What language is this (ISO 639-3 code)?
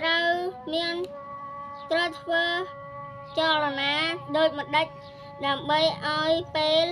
khm